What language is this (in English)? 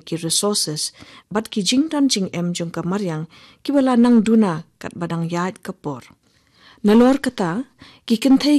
Khasi